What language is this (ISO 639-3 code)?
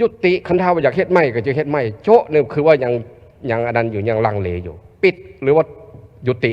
lao